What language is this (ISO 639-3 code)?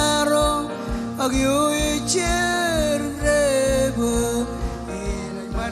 mah